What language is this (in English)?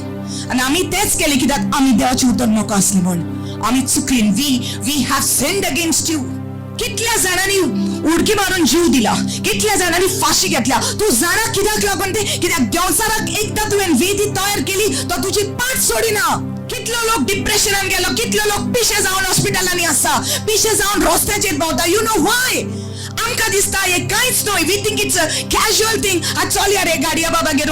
Konkani